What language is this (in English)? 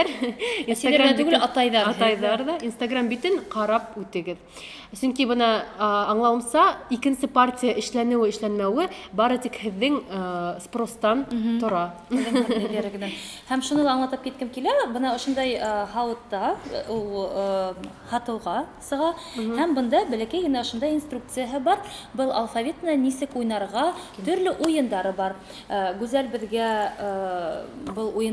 Bashkir